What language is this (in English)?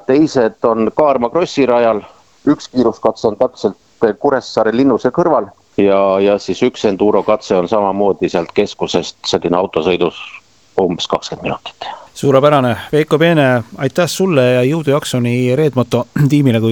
Estonian